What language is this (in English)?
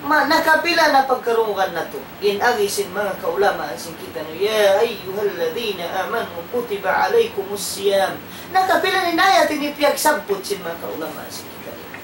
Tausug